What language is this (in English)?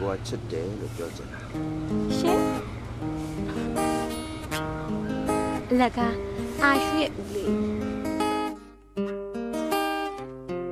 Burmese